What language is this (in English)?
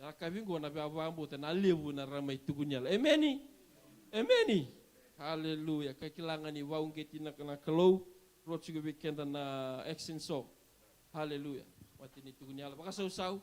Fijian